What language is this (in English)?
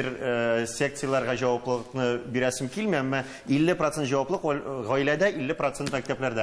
Tatar